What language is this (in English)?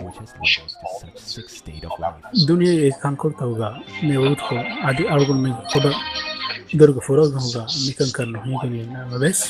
Divehi